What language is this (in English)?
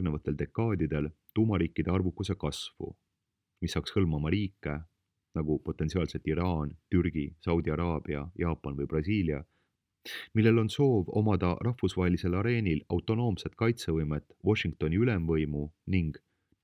Estonian